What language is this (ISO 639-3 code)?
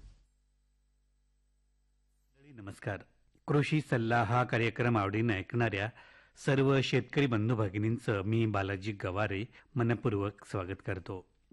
mar